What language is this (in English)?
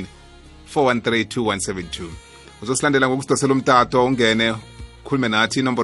South Ndebele